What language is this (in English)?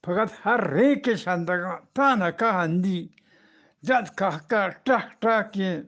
Eastern Balochi